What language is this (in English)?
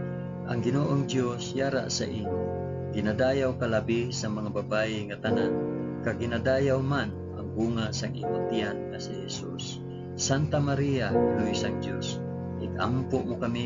Hiligaynon